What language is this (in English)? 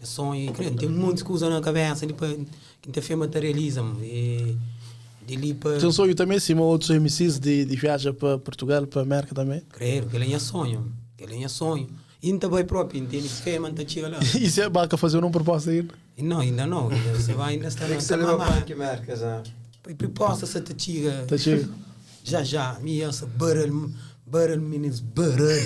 Kabuverdianu